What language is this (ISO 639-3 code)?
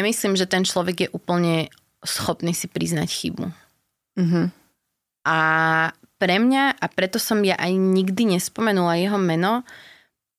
slk